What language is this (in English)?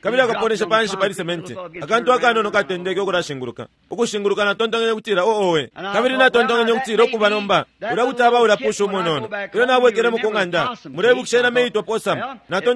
Bemba